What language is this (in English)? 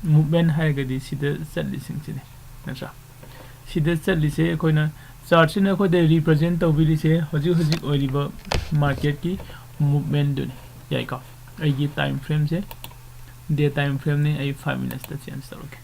Manipuri